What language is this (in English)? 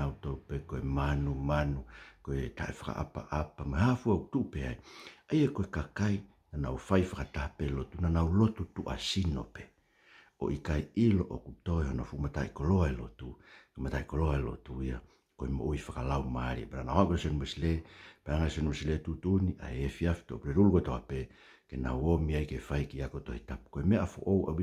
Tongan